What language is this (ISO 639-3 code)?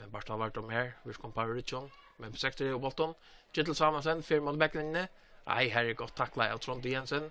fao